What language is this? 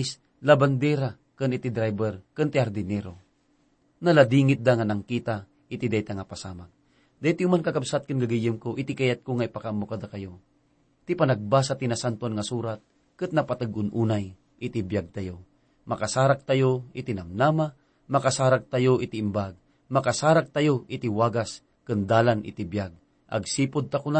Iloko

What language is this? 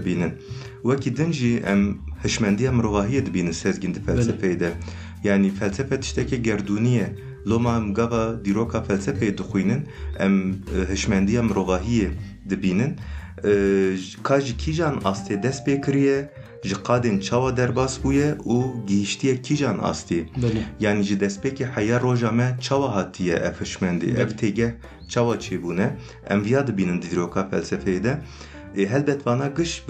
Kurdish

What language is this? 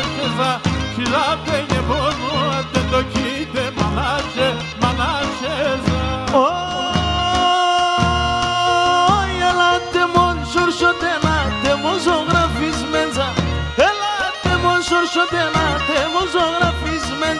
Greek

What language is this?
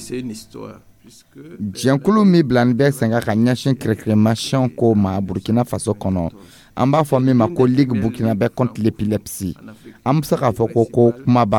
Dyula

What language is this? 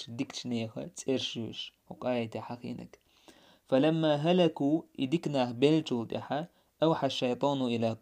Chechen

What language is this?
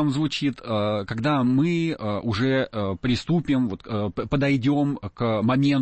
Russian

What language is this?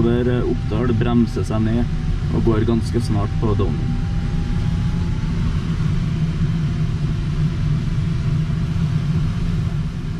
Norwegian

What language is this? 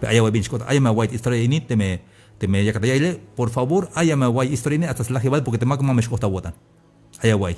Tzeltal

